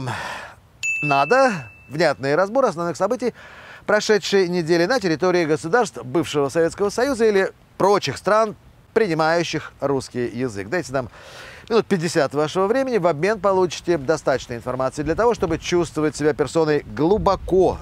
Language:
Russian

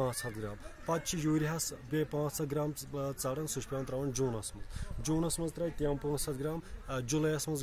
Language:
Kashmiri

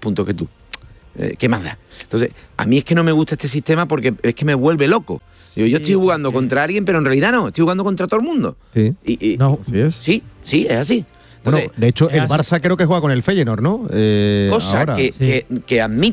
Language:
Spanish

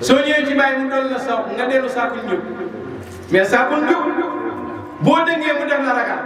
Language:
Wolof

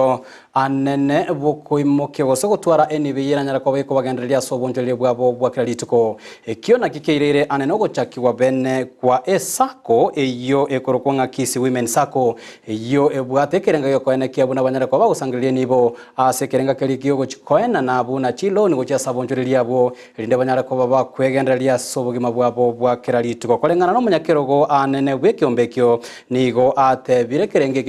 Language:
Gusii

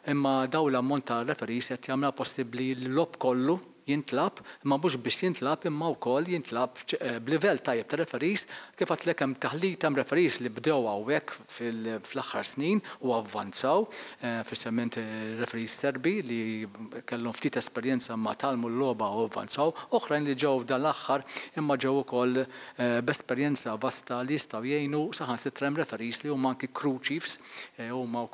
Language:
Maltese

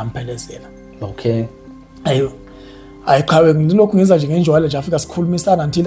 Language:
Zulu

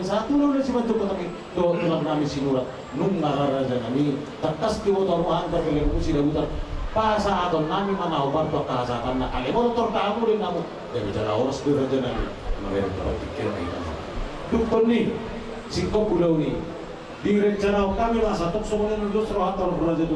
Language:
Batak Toba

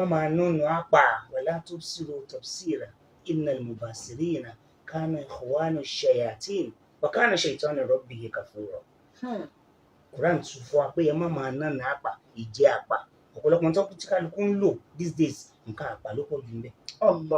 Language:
Yoruba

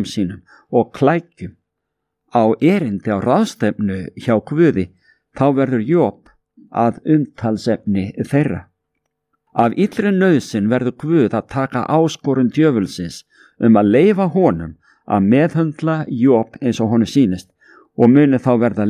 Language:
Icelandic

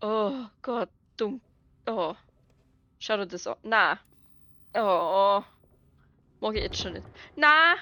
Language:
Bavarian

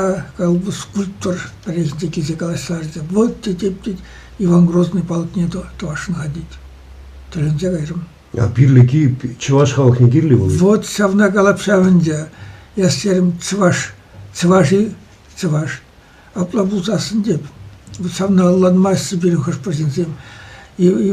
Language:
Chuvash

